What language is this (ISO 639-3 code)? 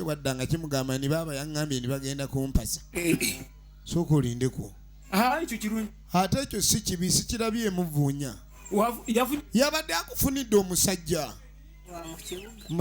lug